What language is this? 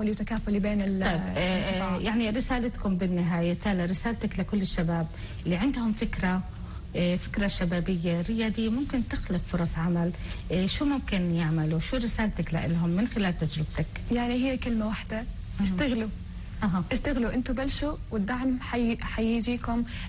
North Levantine Arabic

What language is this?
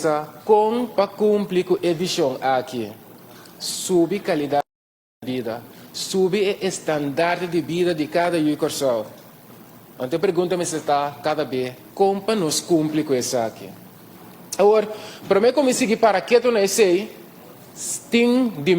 Papiamento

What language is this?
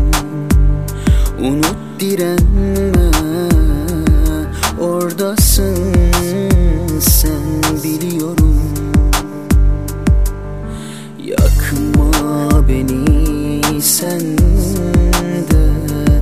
Turkish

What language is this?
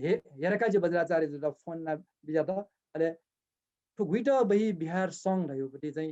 Newari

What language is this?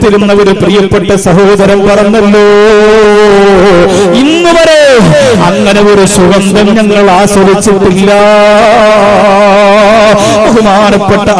Malayalam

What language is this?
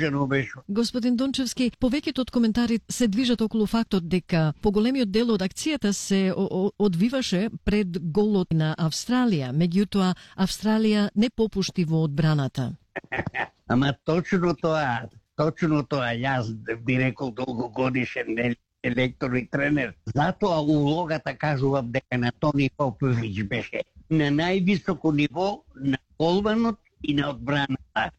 Macedonian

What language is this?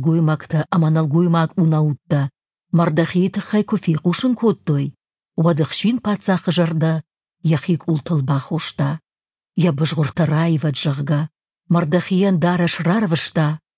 Ossetic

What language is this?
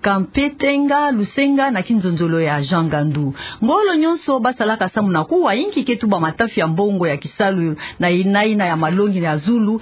Kituba (Democratic Republic of Congo)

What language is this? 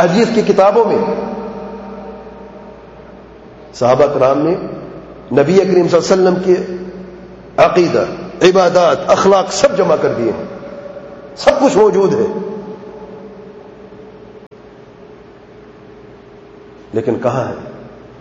Urdu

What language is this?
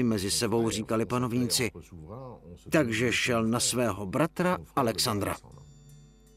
Czech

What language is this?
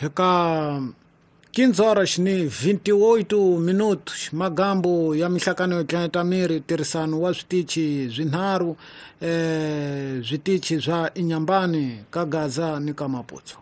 Tsonga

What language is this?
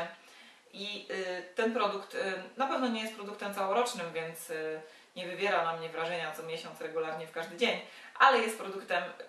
Polish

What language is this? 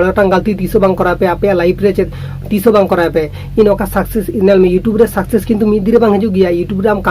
Santali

